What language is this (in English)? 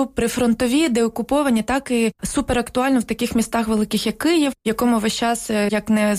Ukrainian